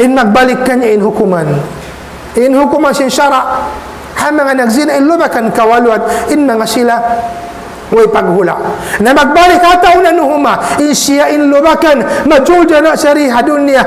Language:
Tausug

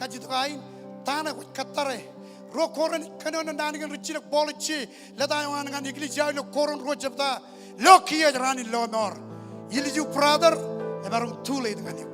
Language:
Marshallese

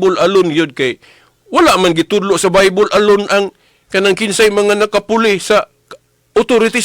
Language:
Cebuano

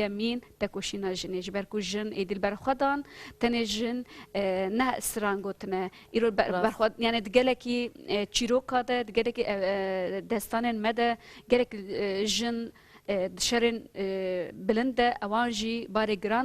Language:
Kurdish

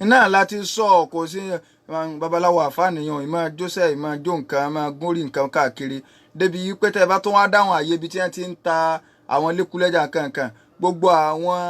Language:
Yoruba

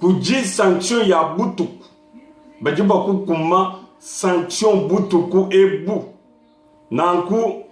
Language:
Luba-Lulua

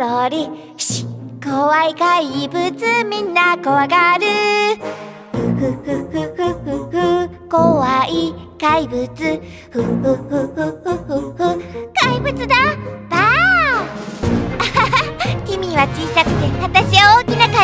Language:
Japanese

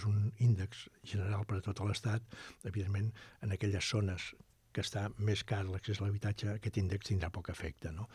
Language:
Catalan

